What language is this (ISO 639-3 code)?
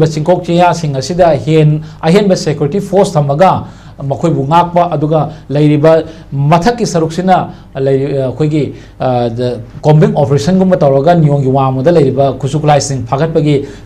mni